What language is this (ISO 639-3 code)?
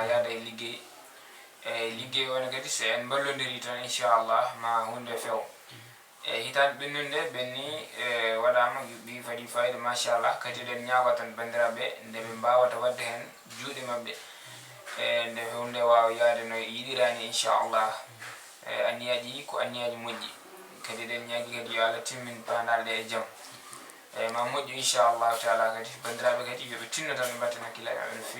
ful